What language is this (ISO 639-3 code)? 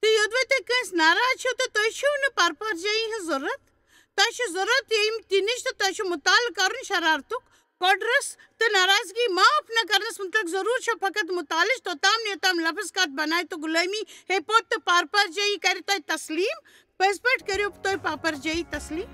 kas